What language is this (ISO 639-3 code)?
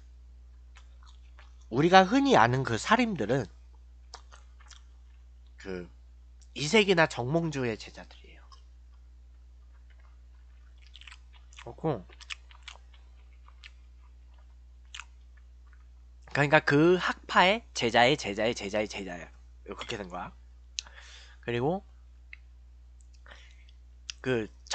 kor